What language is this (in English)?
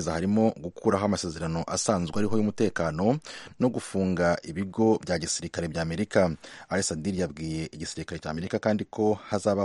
Kinyarwanda